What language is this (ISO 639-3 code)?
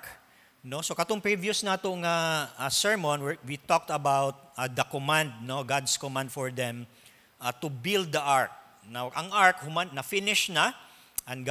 ceb